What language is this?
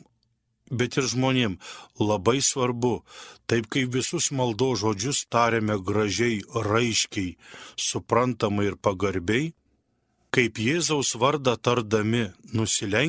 Lithuanian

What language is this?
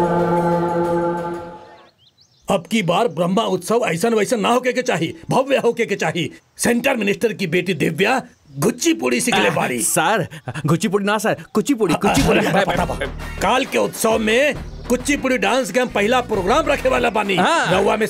Bhojpuri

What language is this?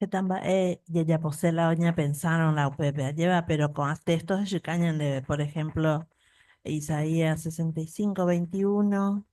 Guarani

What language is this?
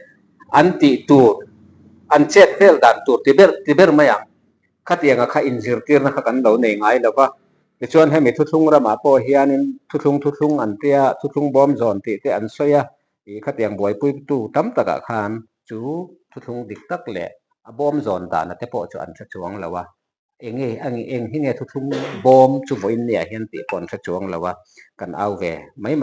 Mizo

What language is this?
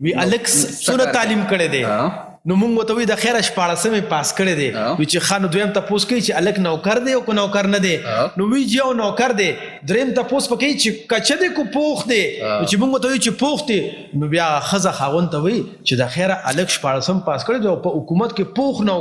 Pashto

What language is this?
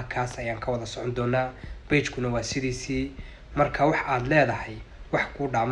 Somali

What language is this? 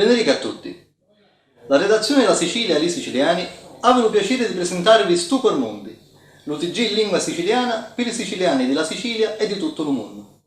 Sicilian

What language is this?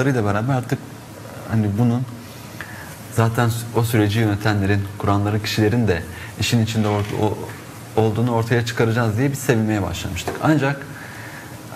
Turkish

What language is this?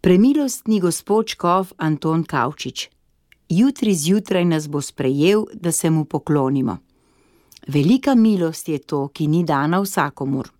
Slovenian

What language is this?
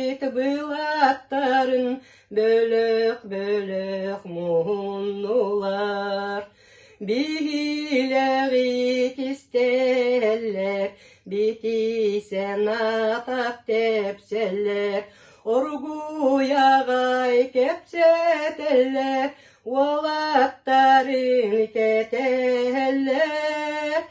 Yakut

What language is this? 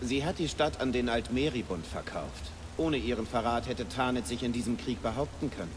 Bavarian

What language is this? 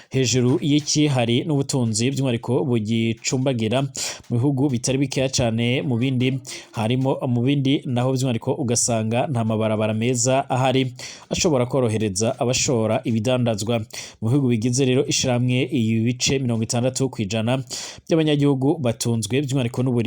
Rundi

